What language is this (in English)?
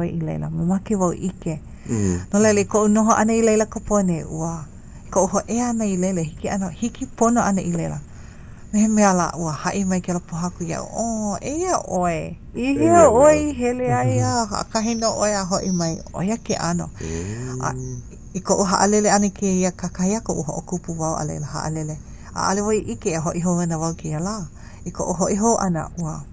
Hawaiian